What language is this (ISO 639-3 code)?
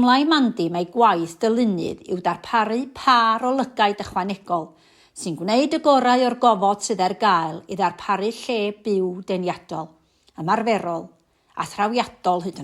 cym